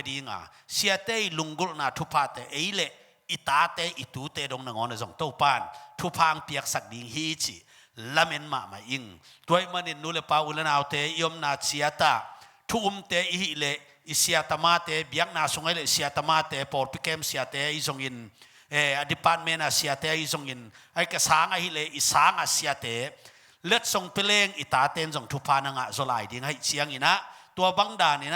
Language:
Tedim Chin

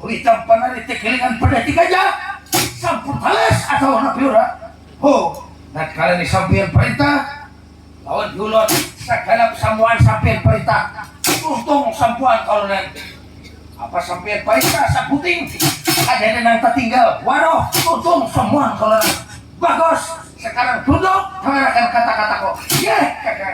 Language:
Banjar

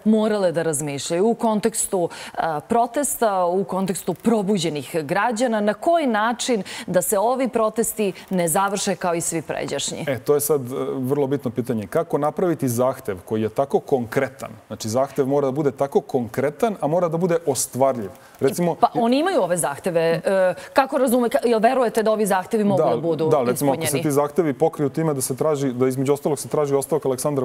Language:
Serbian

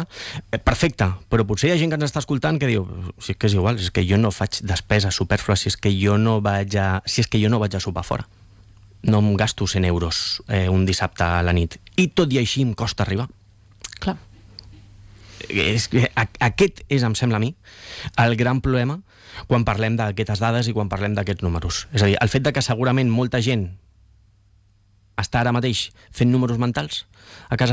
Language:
Catalan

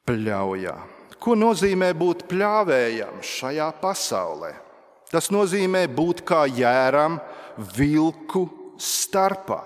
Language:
Latvian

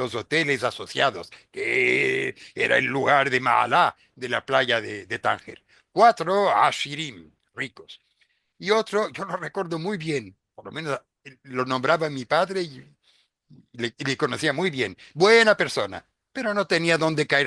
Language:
Ladino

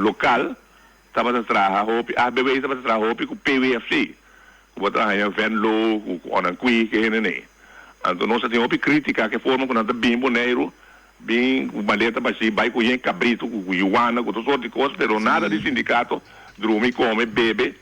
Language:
Papiamento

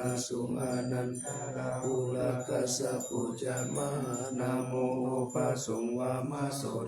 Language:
Pali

